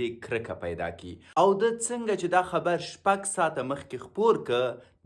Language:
Pashto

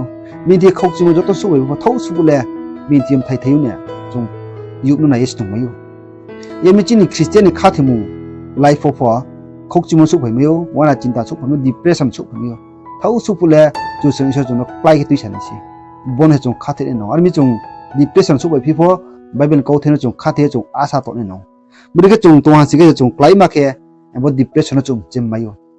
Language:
Riang (India)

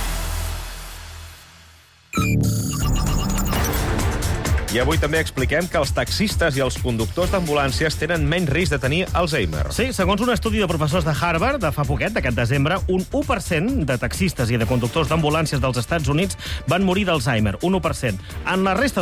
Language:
Catalan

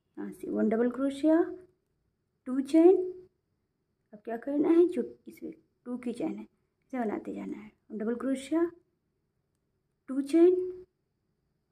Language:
Hindi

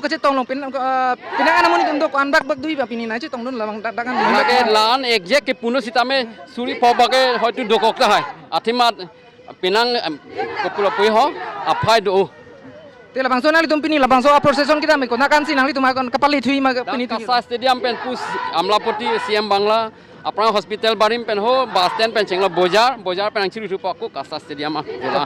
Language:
Karbi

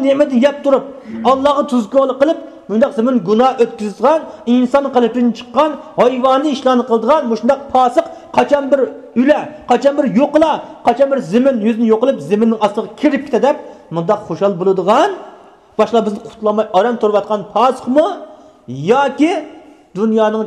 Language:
Uyghur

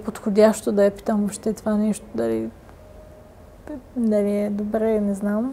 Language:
Bulgarian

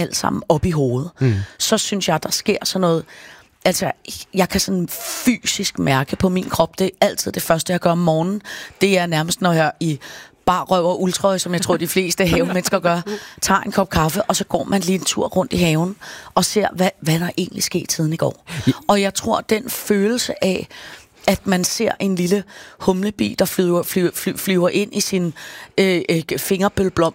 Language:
Danish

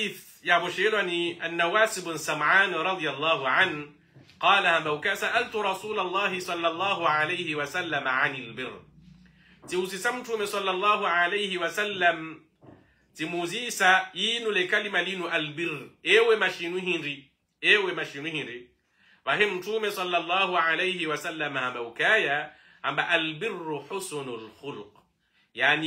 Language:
Swahili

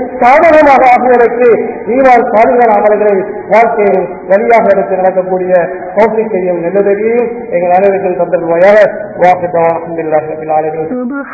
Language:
Tamil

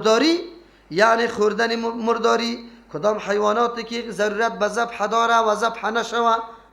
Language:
Persian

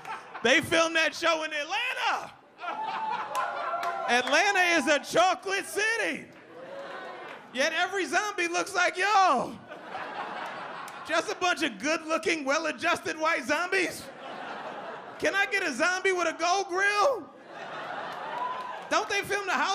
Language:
English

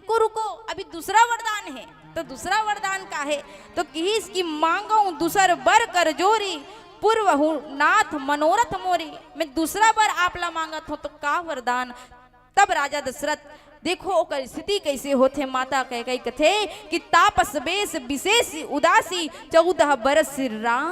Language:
Chhattisgarhi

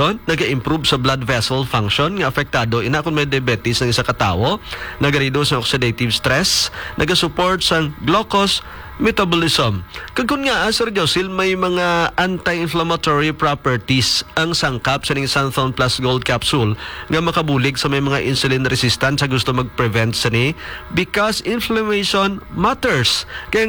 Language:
Hiligaynon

